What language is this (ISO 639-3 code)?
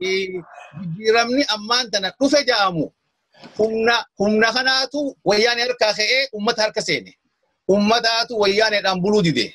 orm